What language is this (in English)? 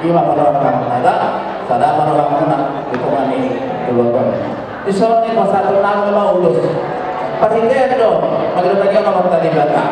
Batak Toba